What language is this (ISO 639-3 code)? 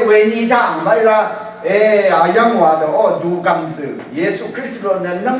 raw